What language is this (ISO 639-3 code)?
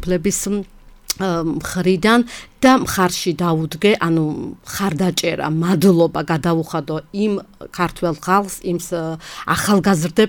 kat